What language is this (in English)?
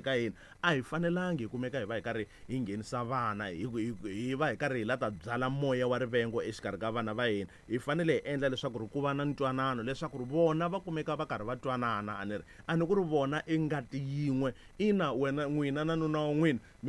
Tsonga